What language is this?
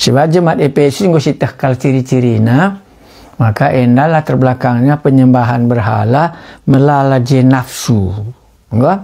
Batak Karo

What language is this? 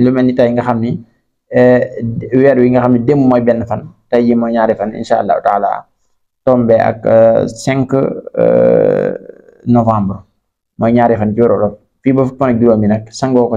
Wolof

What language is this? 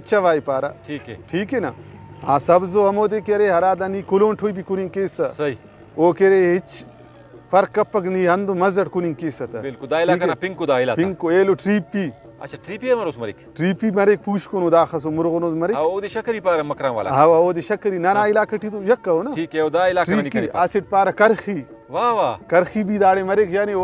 Brahui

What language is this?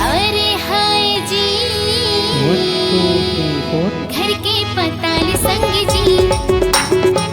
Chhattisgarhi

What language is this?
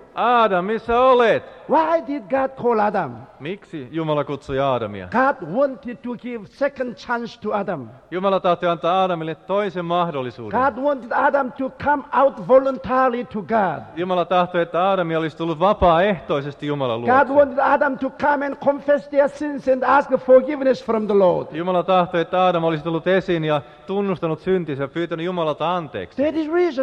Finnish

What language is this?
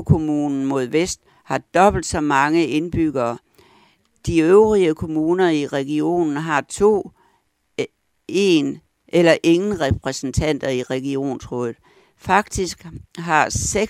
Danish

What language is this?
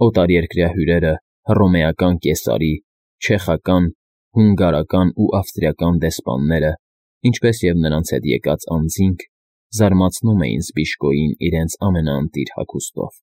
Armenian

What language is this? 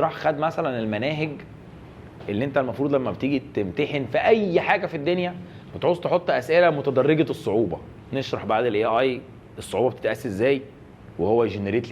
Egyptian Arabic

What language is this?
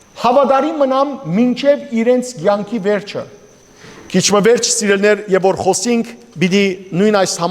Western Armenian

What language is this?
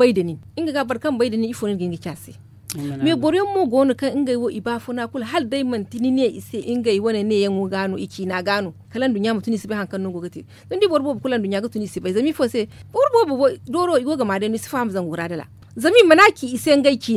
Zarma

